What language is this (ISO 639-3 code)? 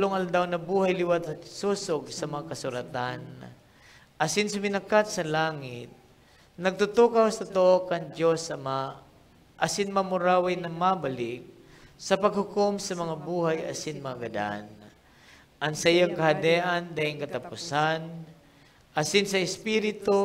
bik